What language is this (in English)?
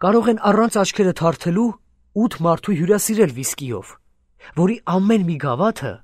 Armenian